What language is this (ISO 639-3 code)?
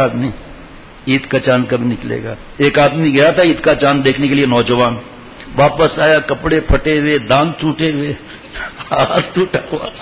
urd